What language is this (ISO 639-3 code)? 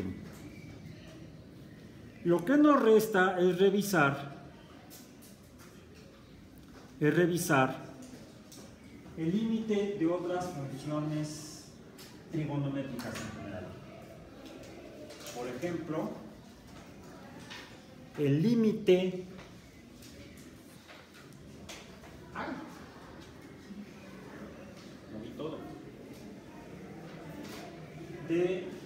spa